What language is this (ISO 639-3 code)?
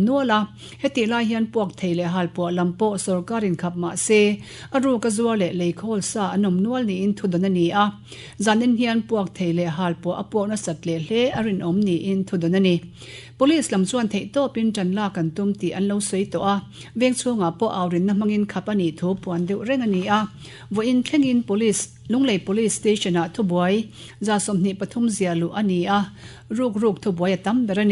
lus